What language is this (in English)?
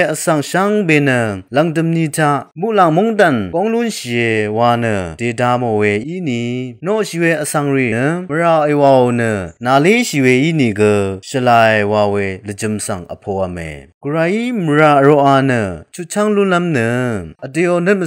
Rawang